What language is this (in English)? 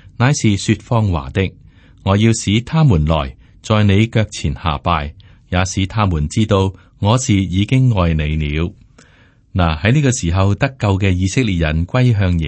Cantonese